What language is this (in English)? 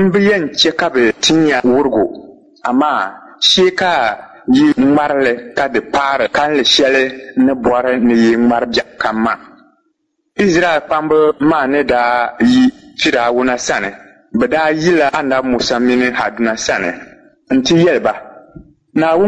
Dagbani